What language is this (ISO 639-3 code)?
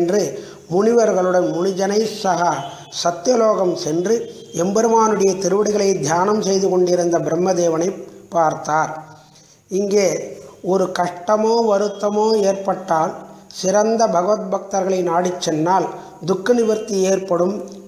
tam